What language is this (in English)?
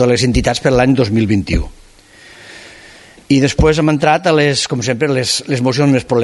Catalan